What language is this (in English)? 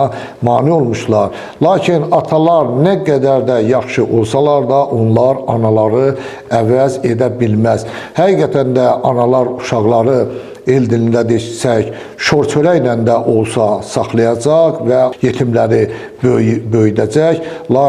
Azerbaijani